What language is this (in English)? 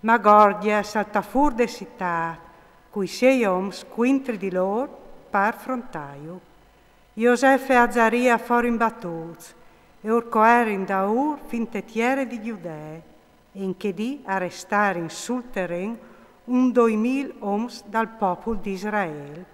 Friulian